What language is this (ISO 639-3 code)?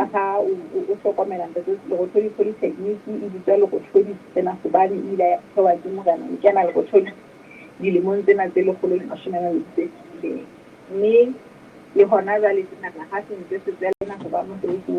sot